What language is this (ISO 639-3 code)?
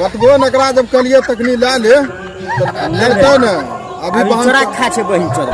mai